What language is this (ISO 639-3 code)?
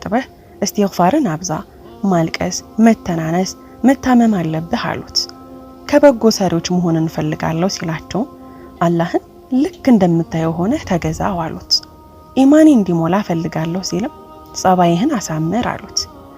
amh